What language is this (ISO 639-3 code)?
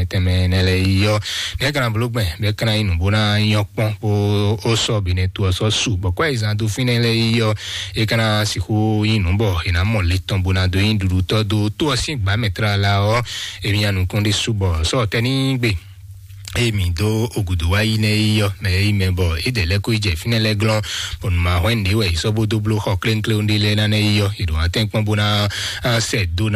fon